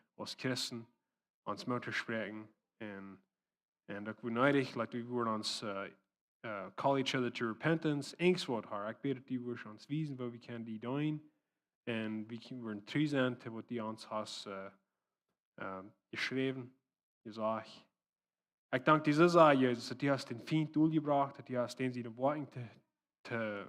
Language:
Plautdietsch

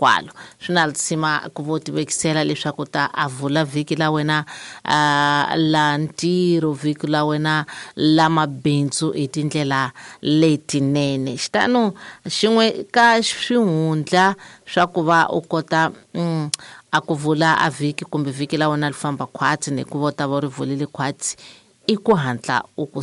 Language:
Tsonga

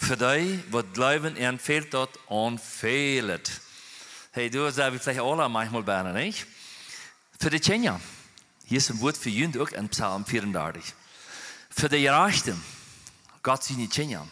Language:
Plautdietsch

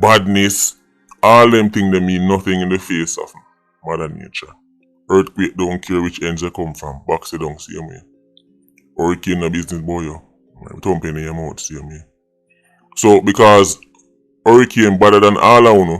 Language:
Jamaican Creole English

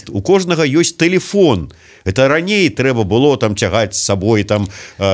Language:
Belarusian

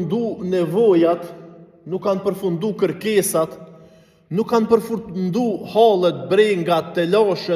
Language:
Albanian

